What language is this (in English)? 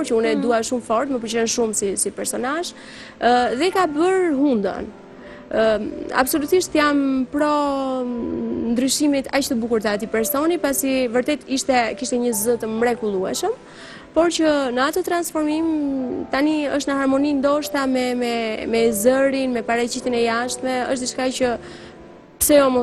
Albanian